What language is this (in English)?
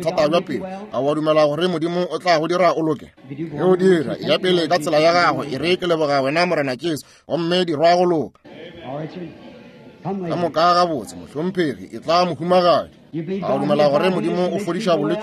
Northern Sotho